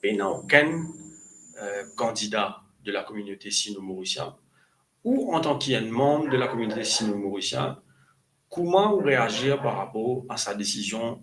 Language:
Morisyen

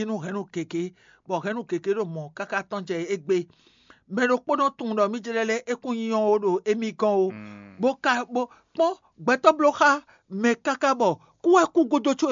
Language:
Fon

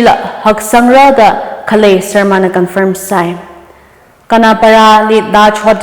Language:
Tangkhul Naga (India)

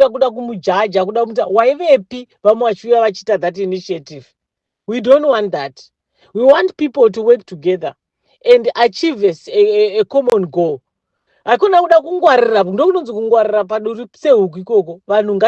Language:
Shona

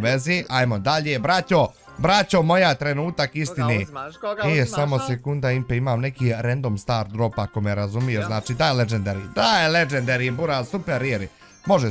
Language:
Bosnian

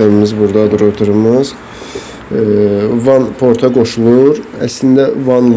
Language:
Azerbaijani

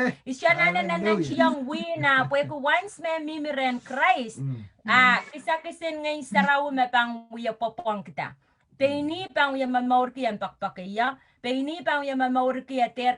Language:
Pohnpeian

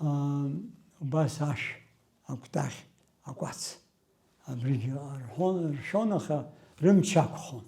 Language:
Abkhazian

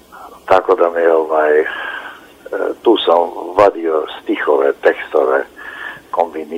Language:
Bosnian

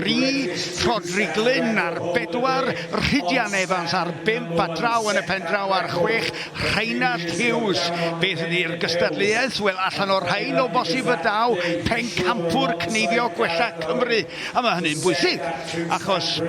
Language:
Welsh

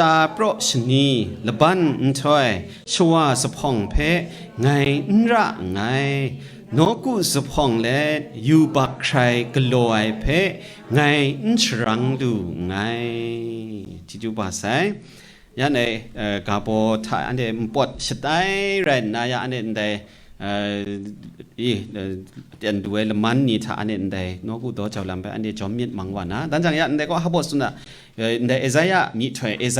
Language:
Kachin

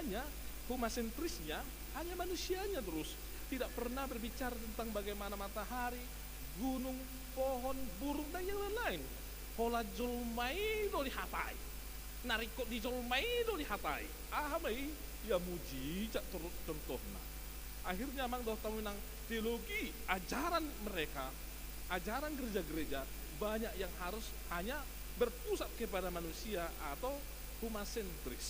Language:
Batak Toba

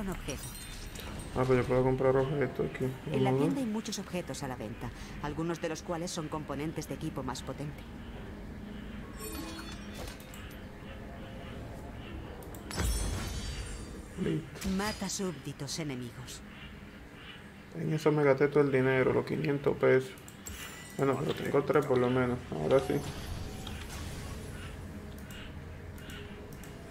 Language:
Spanish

